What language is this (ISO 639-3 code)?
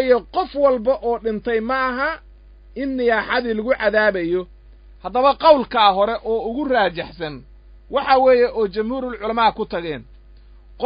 som